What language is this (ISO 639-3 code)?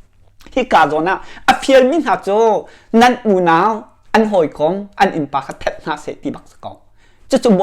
cnh